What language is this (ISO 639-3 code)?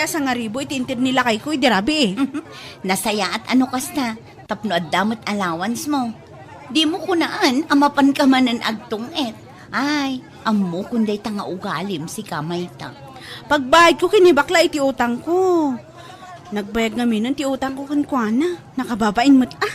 ilo